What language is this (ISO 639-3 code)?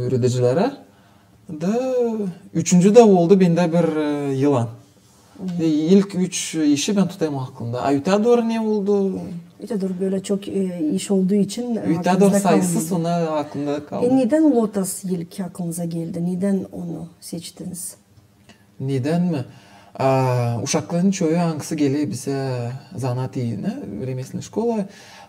gag